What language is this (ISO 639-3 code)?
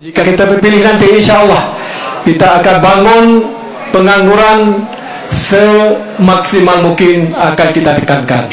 ace